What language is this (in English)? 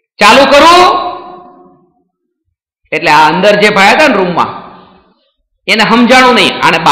Gujarati